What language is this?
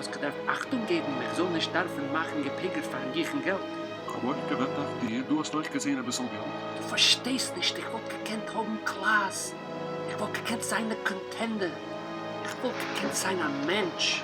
Yiddish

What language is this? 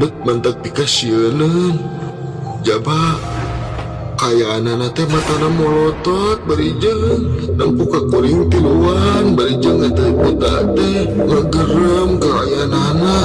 Sundanese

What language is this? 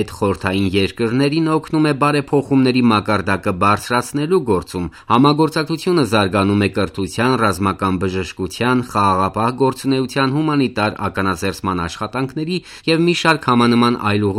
Armenian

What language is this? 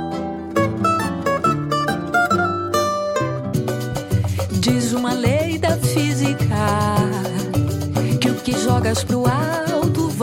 Portuguese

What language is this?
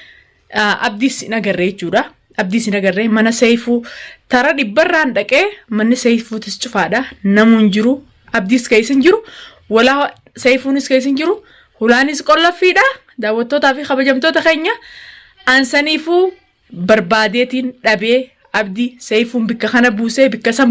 Oromo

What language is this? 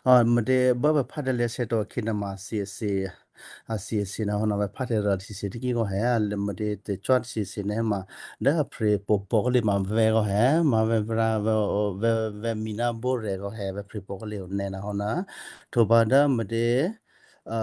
Western Kayah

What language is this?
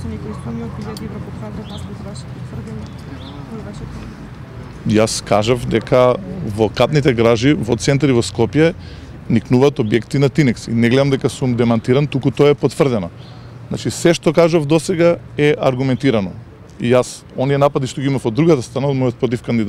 Macedonian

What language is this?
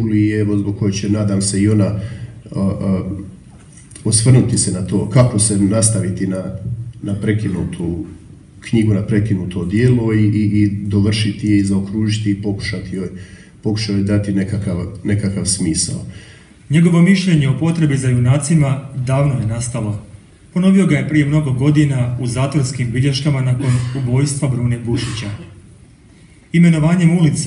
Croatian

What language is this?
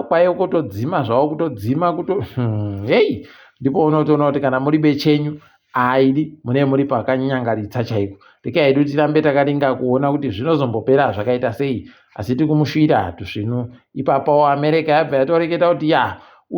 Ndau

